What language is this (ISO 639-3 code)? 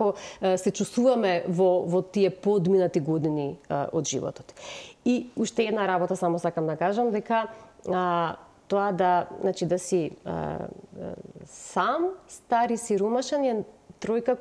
mkd